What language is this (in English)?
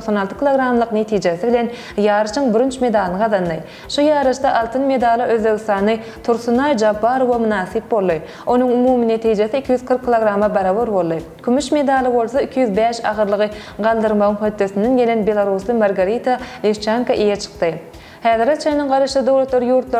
Turkmen